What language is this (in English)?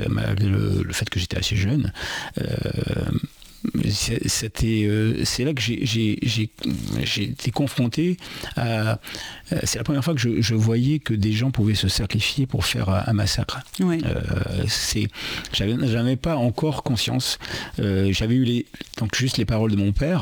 French